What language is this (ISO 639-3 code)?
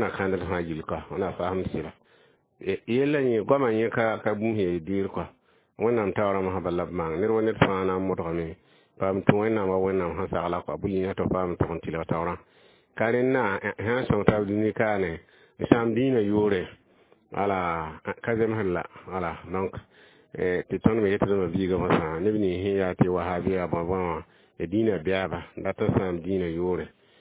mos